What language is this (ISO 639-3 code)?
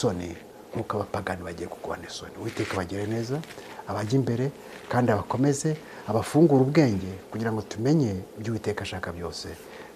kin